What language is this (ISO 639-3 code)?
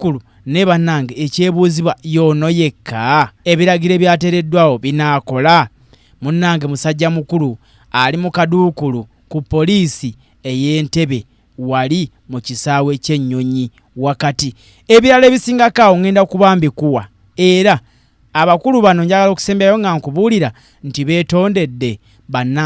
lug